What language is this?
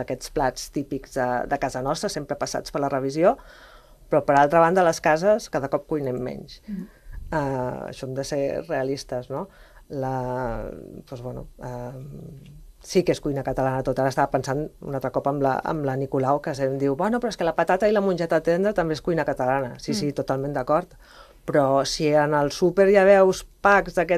Catalan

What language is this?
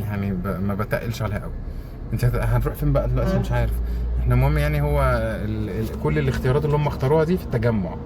Egyptian Arabic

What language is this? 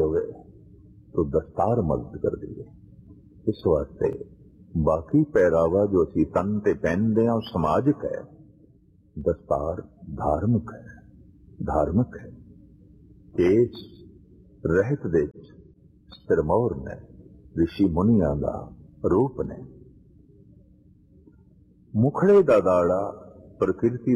Punjabi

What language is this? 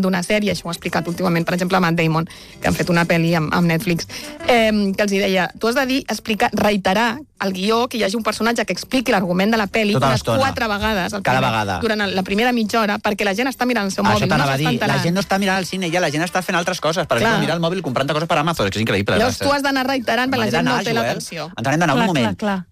Catalan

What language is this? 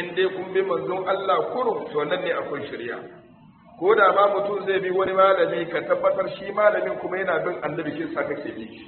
Hausa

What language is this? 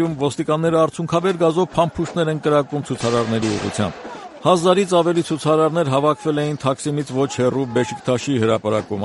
Armenian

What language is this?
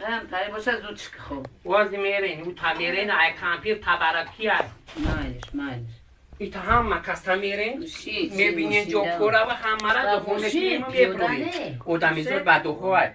Tajik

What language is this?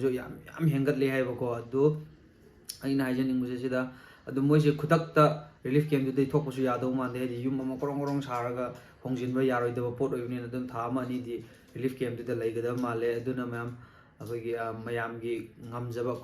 Manipuri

